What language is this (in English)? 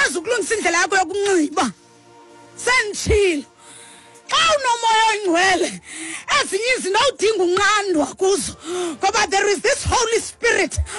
Xhosa